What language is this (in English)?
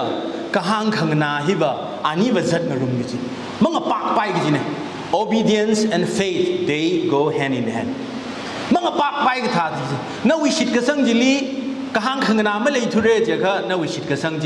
Tangkhul Naga (India)